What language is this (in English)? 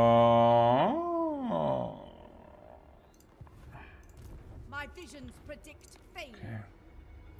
Czech